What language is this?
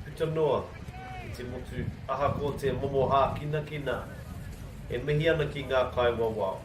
Māori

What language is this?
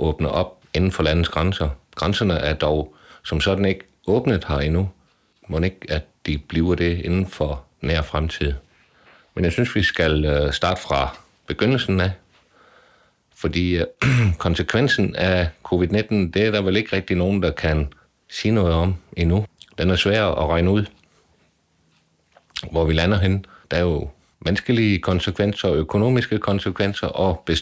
Danish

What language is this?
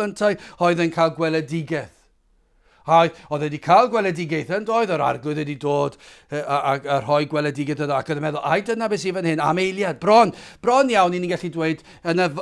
Welsh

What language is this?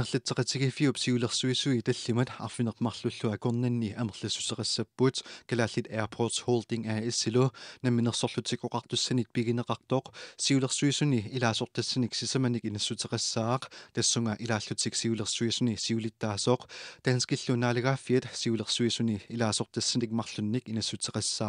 Kalaallisut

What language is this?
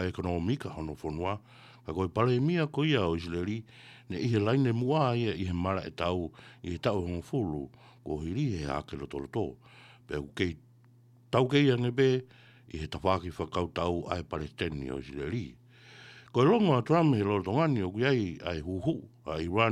Tongan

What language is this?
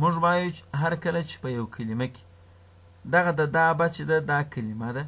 Pashto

